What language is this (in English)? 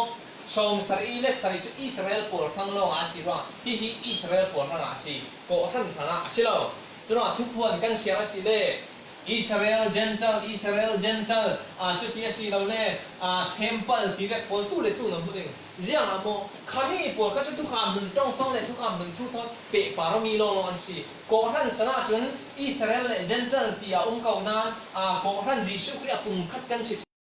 Falam Chin